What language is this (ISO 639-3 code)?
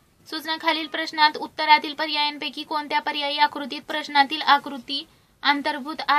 mar